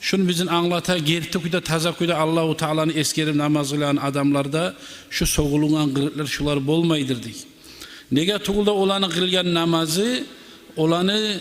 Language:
Kumyk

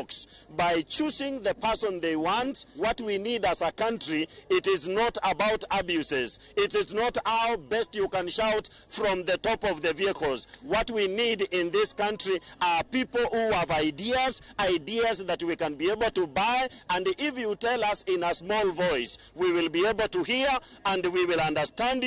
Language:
Luo (Kenya and Tanzania)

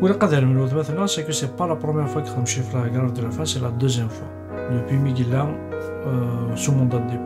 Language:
Kabyle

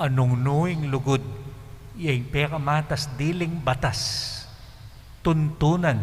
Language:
Pampanga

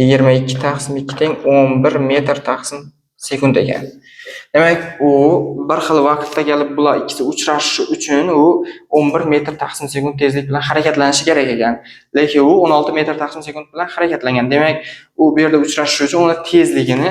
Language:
Uzbek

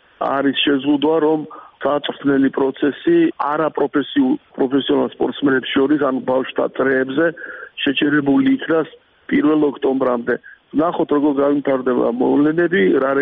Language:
Georgian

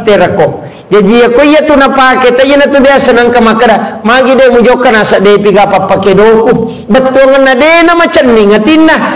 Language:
Buginese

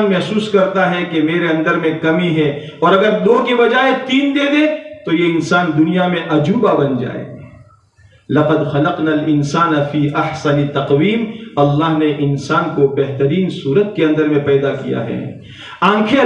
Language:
Urdu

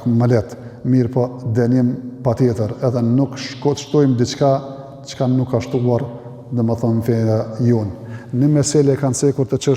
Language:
Albanian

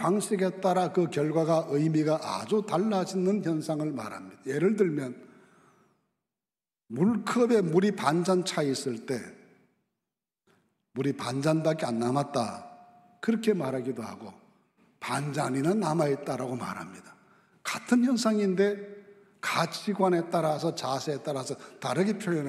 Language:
Korean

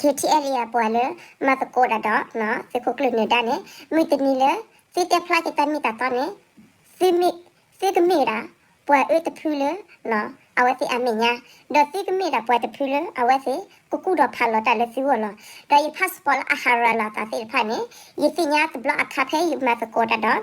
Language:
S'gaw Karen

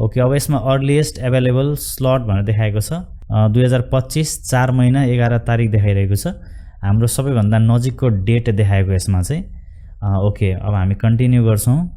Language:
Nepali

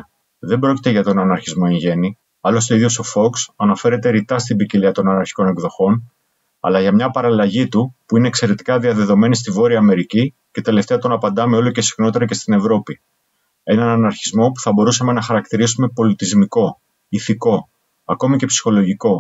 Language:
Greek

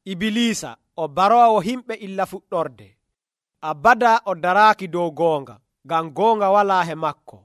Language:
Nigerian Fulfulde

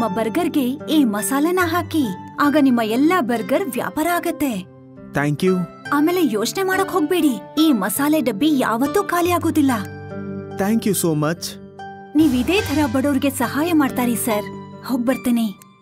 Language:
Kannada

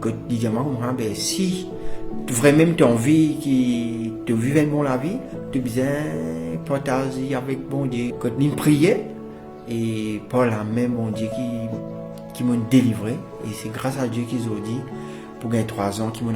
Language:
Morisyen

